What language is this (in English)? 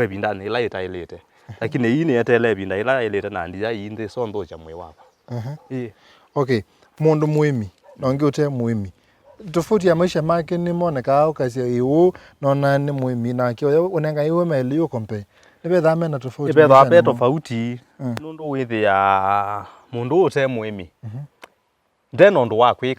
Kamba